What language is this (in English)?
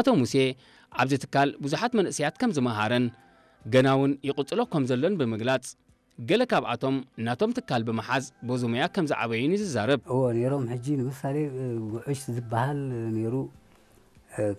Tigrinya